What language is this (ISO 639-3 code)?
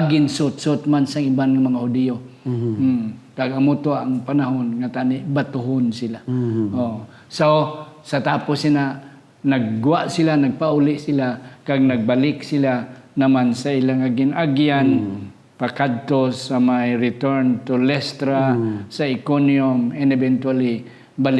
hil